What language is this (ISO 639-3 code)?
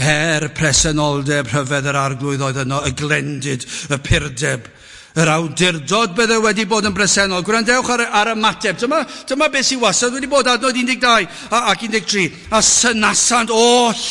cym